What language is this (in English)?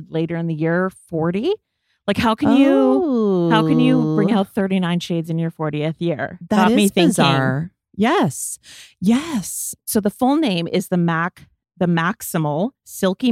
English